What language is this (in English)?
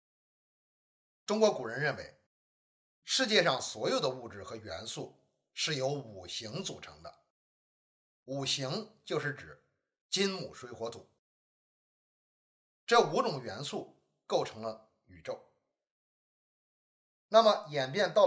Chinese